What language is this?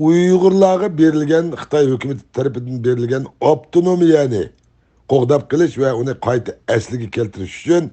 Uyghur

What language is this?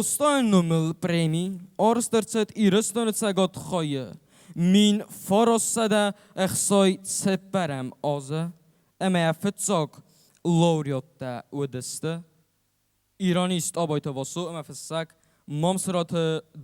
Ossetic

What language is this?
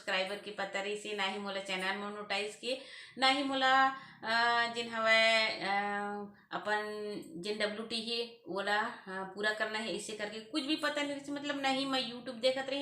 Chhattisgarhi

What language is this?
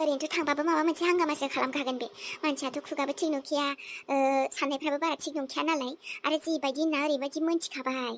Bodo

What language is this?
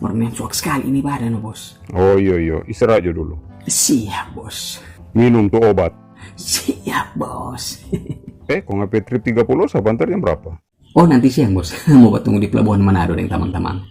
Manado Malay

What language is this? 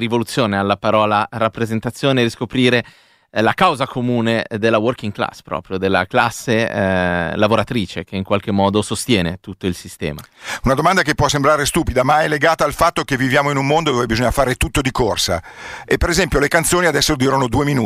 Italian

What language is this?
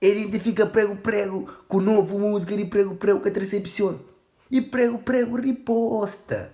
Kabuverdianu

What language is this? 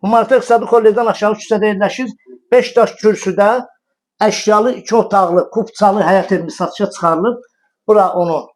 Azerbaijani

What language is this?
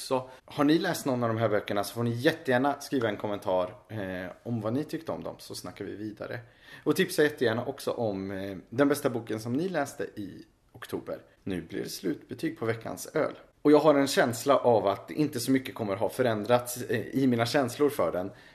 Swedish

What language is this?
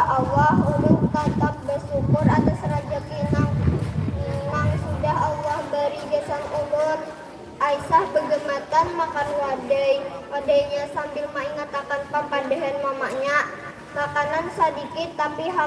Banjar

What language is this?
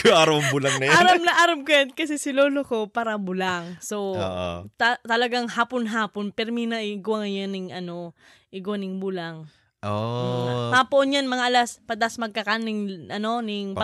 Bikol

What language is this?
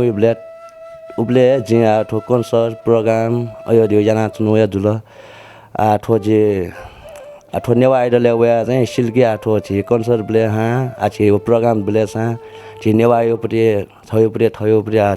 Newari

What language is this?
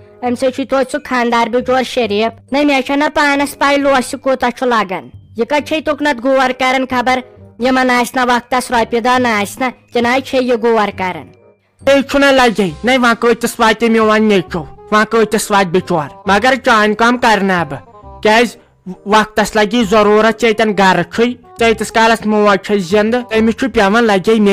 Kashmiri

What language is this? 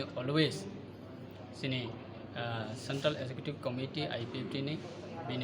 Kok Borok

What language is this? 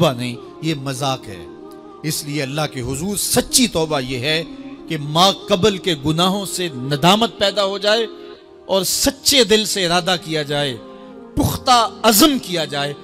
Urdu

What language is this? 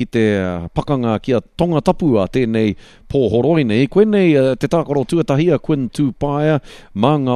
Māori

